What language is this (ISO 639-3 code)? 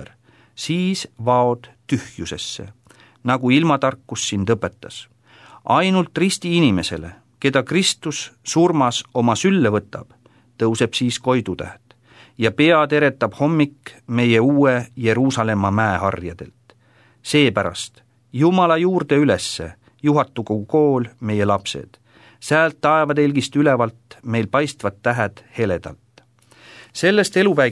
est